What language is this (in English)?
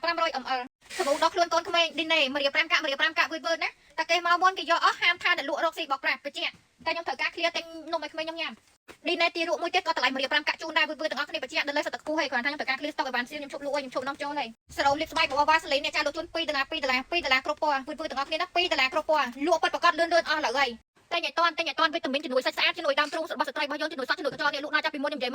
Khmer